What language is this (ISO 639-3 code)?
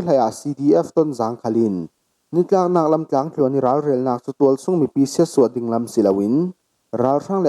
cfm